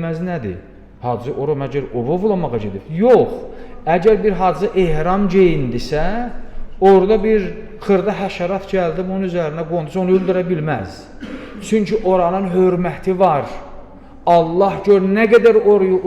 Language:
Azerbaijani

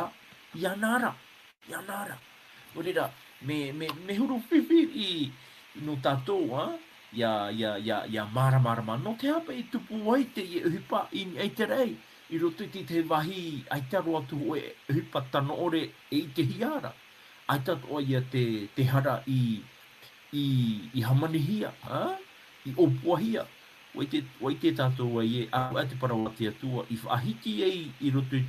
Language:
Tahitian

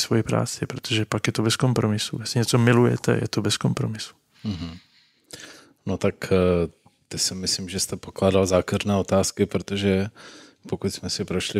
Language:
Czech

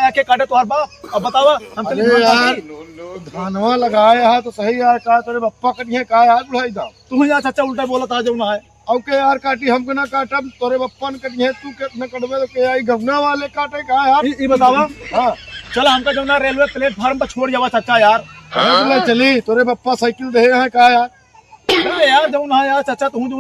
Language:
Awadhi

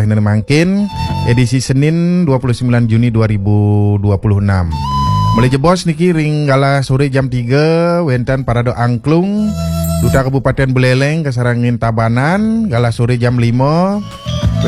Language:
Balinese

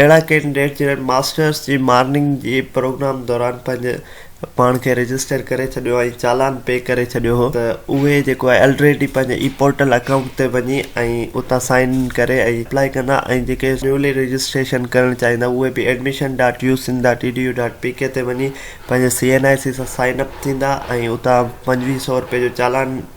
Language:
Sindhi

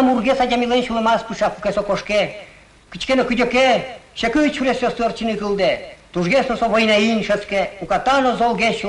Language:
Udmurt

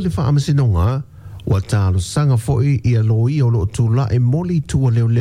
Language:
Samoan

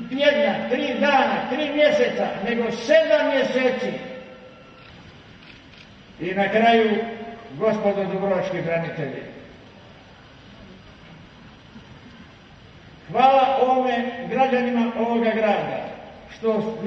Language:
Croatian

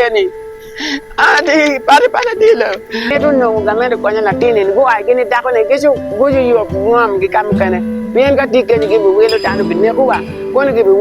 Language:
Acoli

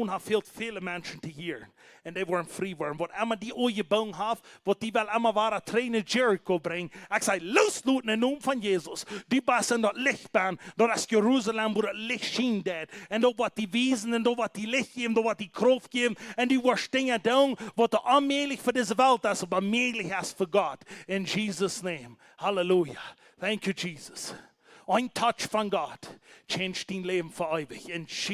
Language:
Plautdietsch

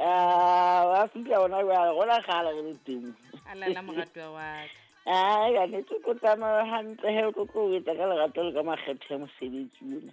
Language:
Southern Sotho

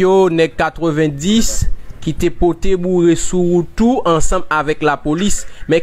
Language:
Haitian Creole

